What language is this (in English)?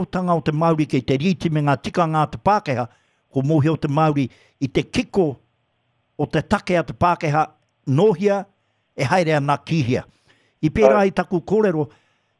Māori